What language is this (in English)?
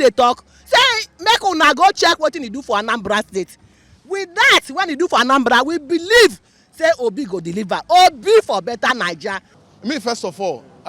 Nigerian Pidgin